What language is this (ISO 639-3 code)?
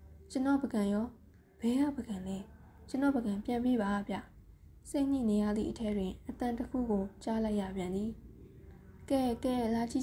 mya